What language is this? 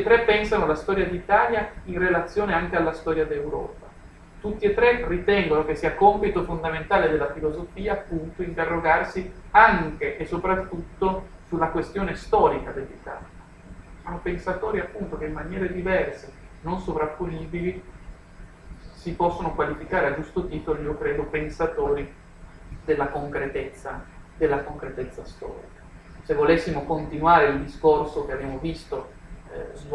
Italian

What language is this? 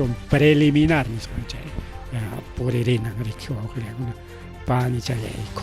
Ayacucho Quechua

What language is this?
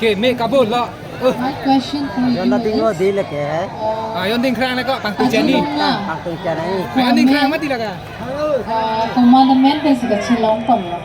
Karbi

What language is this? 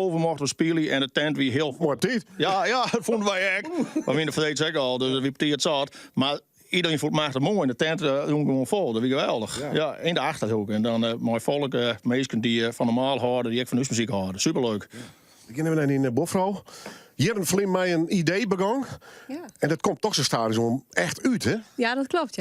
Western Frisian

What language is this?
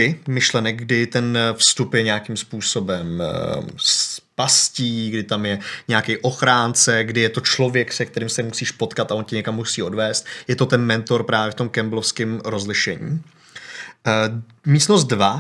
Czech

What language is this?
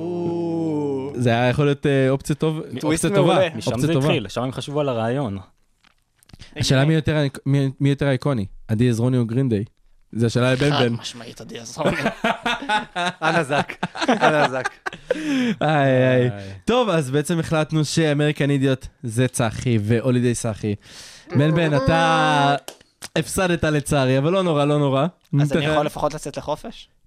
Hebrew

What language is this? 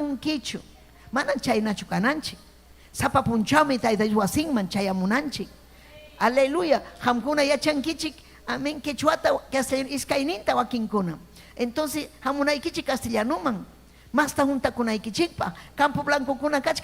Ayacucho Quechua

